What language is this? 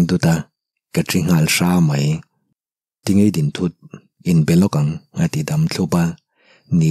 Mizo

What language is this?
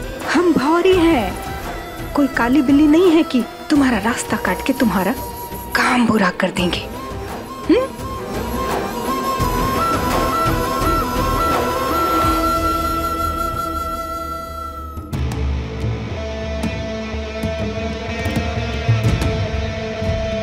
Hindi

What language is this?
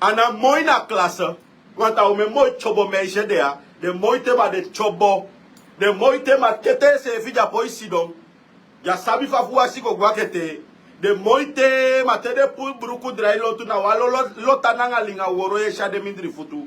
Sranan Tongo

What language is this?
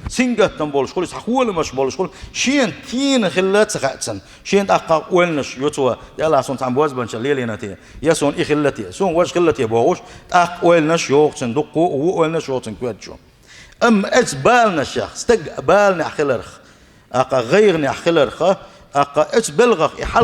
Chechen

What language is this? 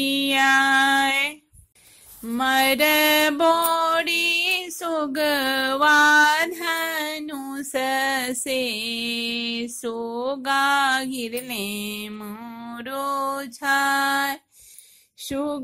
Bhojpuri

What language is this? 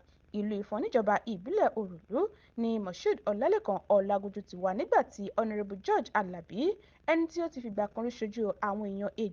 Yoruba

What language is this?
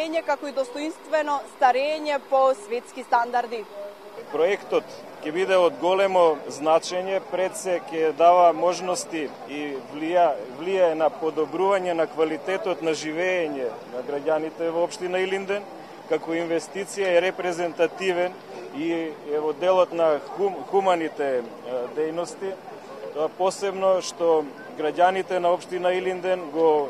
Macedonian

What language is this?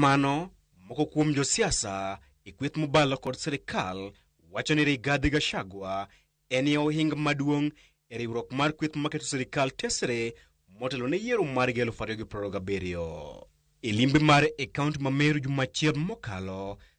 Luo (Kenya and Tanzania)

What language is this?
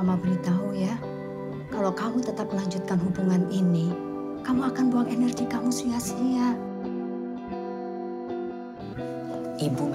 Indonesian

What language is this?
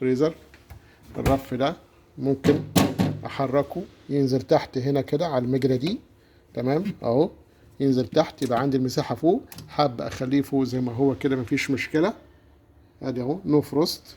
Egyptian Arabic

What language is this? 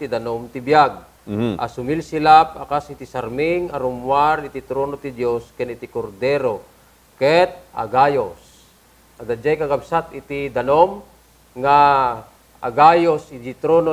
Iloko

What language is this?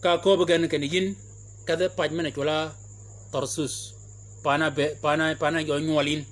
Shilluk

